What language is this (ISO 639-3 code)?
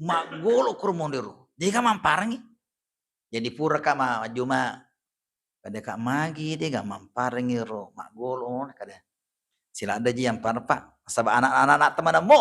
bug